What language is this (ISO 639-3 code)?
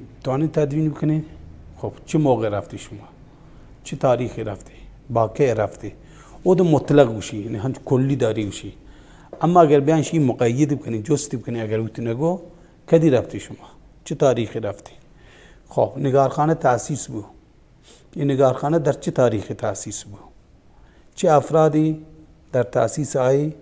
bal